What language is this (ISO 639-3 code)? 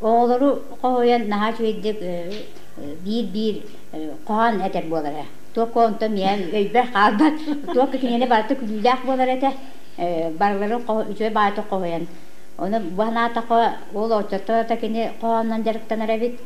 sah